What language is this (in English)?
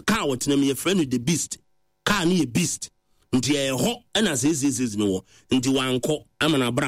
Akan